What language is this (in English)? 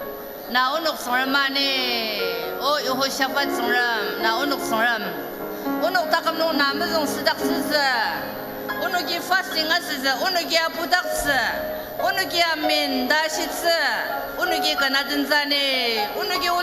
Ao Naga